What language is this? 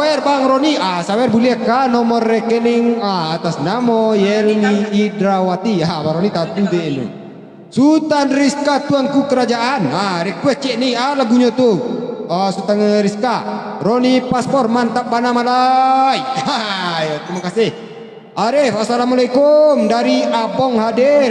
Minangkabau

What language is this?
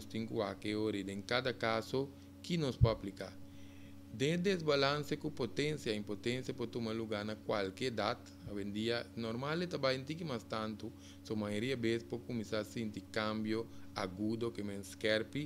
Papiamento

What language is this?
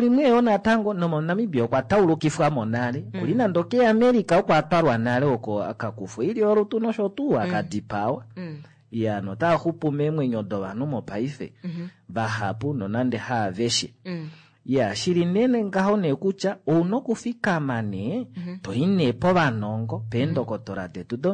Kuanyama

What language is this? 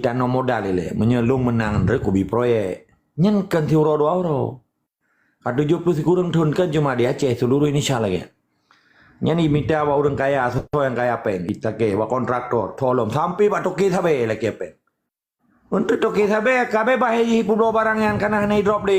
Achinese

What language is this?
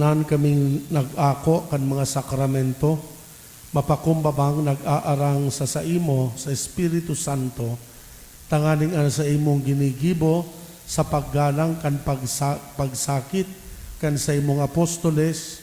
Bikol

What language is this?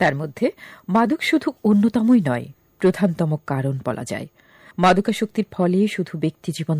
Bangla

